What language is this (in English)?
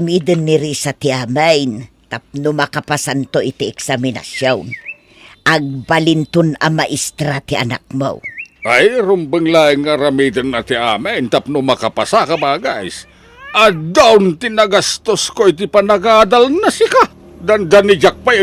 Iloko